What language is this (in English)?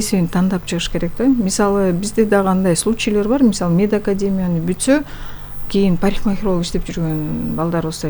Kyrgyz